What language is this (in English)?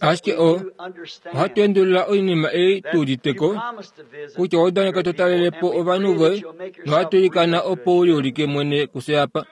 Kuanyama